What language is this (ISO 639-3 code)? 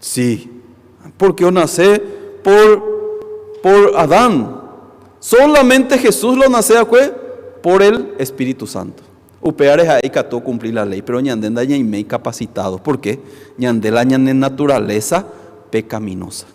grn